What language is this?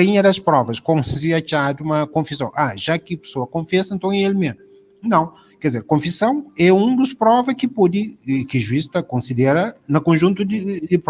Kabuverdianu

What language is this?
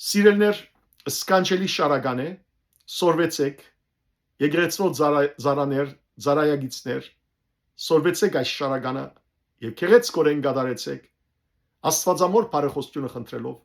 Western Armenian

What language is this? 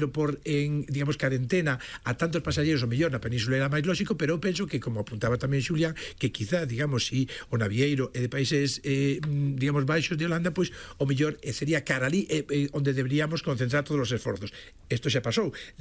Galician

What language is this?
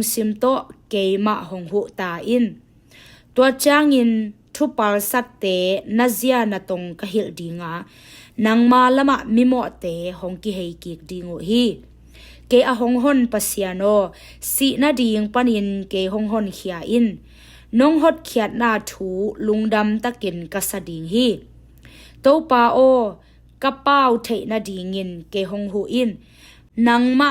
Tedim Chin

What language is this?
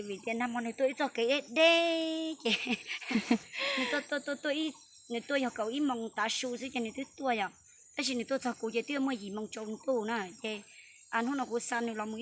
Hmong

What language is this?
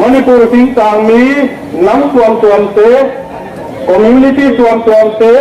Paite Chin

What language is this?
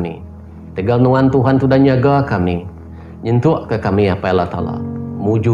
Iban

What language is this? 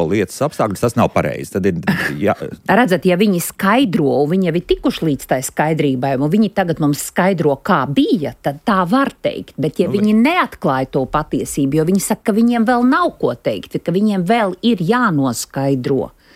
Latvian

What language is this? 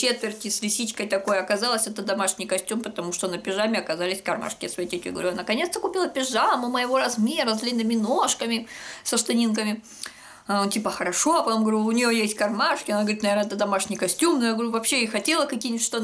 Russian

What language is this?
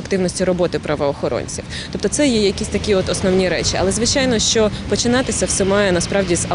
Ukrainian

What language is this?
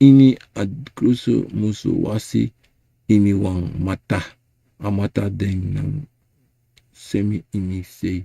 Sranan Tongo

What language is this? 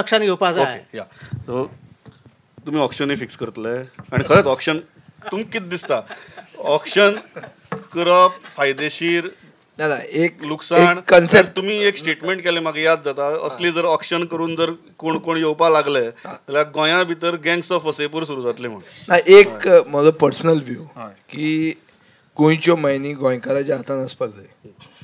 Konkani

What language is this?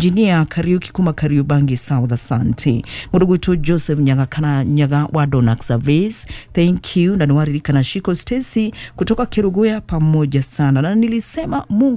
Kikuyu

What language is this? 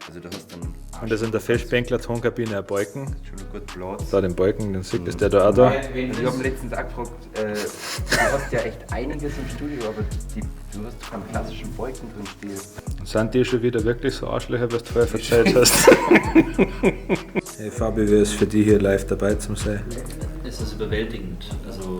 Bavarian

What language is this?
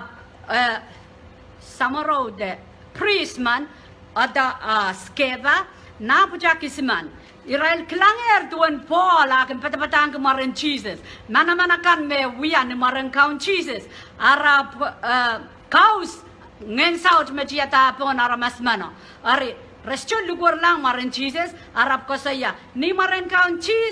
Pohnpeian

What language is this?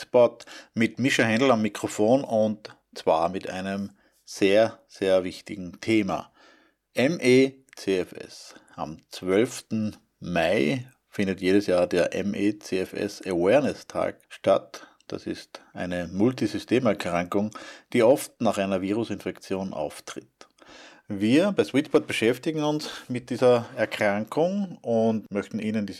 German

